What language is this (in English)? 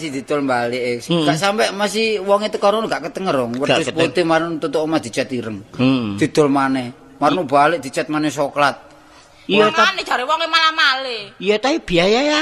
Javanese